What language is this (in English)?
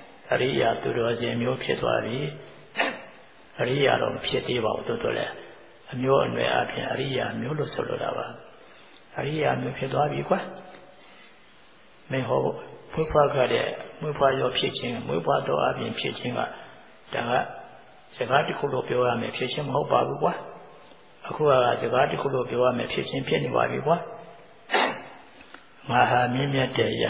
Burmese